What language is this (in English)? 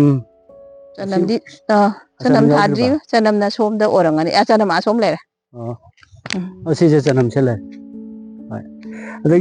Manipuri